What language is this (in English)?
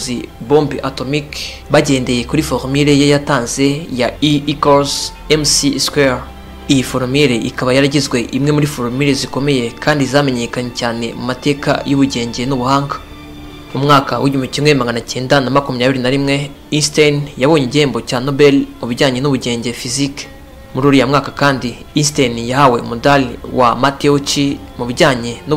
Kinyarwanda